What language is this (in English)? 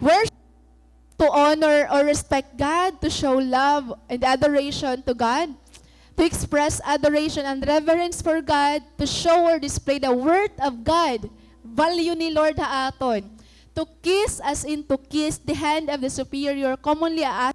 Waray